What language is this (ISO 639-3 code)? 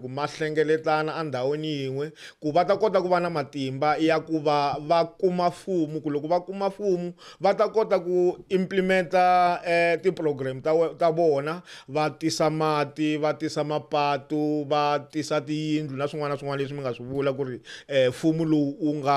tso